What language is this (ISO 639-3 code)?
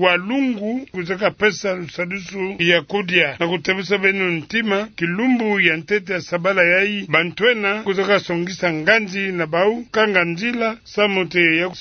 ktu